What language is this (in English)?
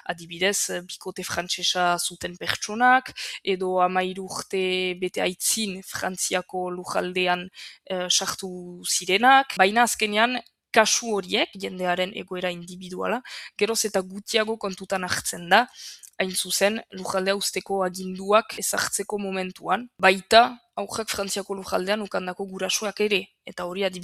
Basque